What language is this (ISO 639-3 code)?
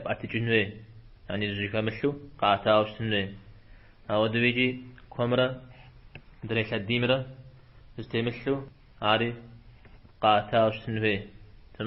kbd